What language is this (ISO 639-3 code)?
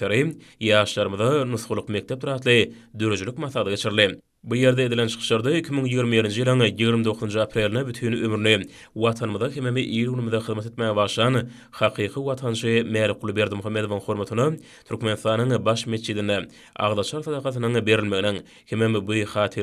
tuk